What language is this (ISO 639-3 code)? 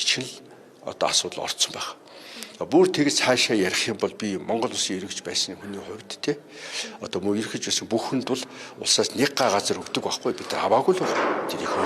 mon